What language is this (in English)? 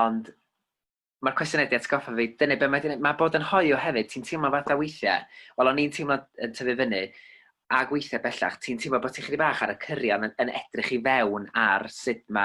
Welsh